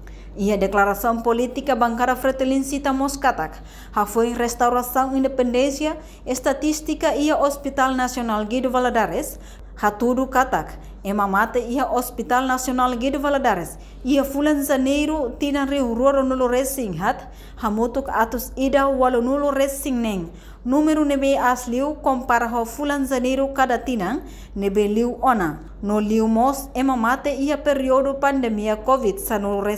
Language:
Tetum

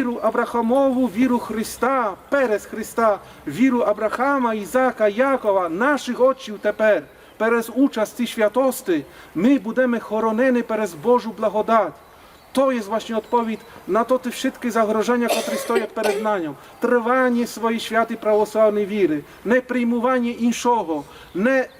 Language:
Rusyn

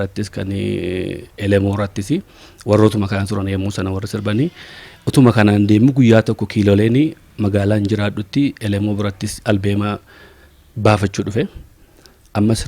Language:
Oromo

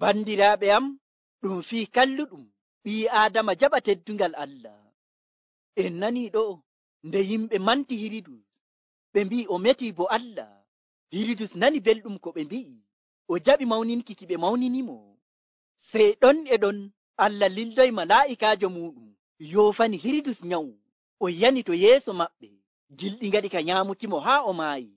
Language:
Nigerian Fulfulde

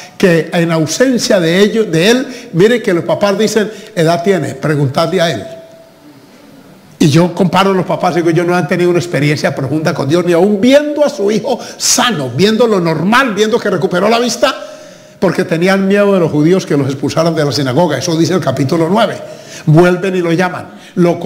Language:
Spanish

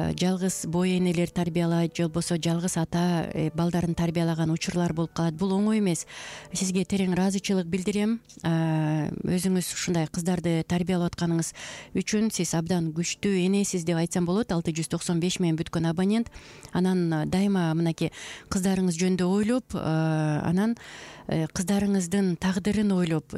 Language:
Kyrgyz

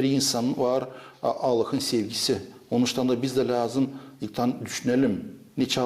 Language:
Gagauz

